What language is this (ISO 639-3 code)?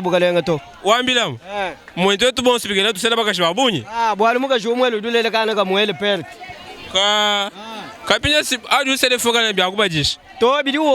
lua